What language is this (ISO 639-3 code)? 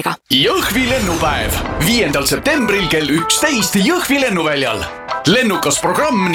est